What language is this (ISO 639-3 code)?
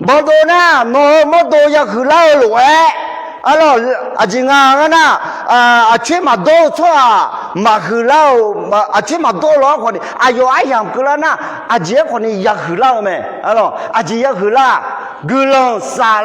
ahk